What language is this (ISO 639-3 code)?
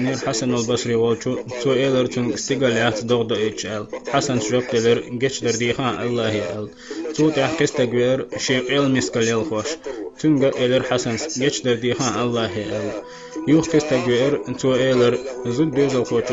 che